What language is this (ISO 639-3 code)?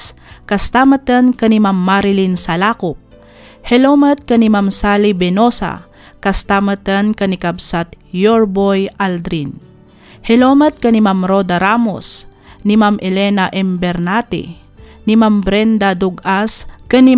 ilo